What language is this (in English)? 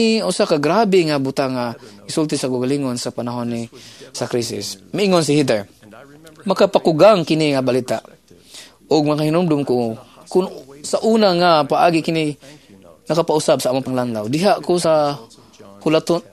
Cebuano